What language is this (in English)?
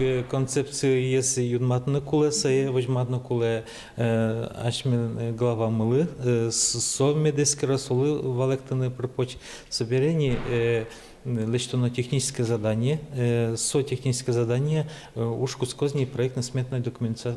Udmurt